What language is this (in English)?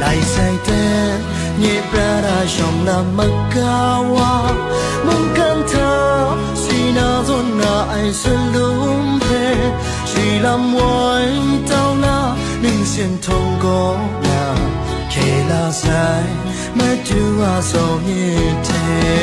Kachin